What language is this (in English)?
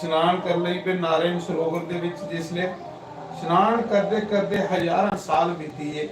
Dogri